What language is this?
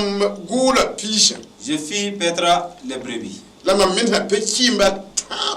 Mossi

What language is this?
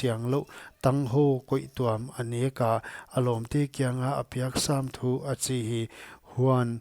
Paite Chin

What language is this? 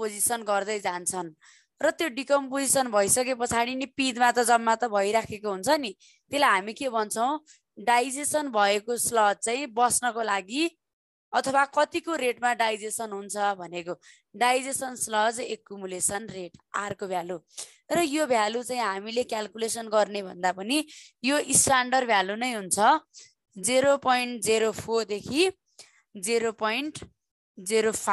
Nepali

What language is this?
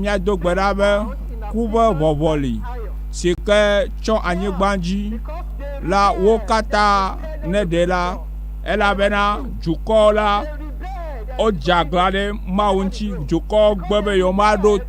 Ewe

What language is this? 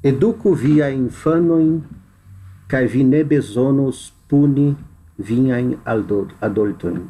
Esperanto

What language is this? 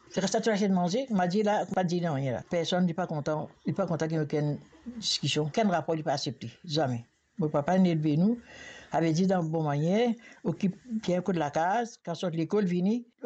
Morisyen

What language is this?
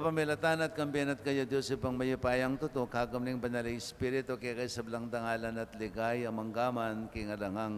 Pampanga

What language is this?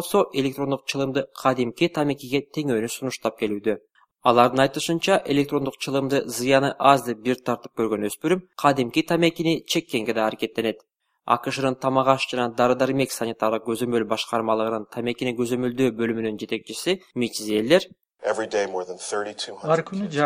Kyrgyz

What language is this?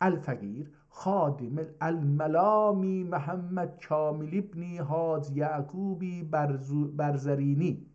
South Azerbaijani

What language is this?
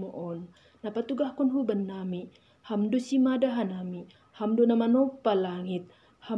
Batak Simalungun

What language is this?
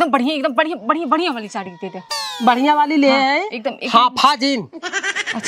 Awadhi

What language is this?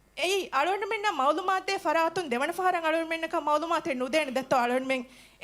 Divehi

